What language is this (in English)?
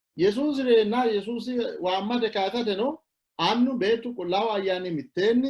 Sidamo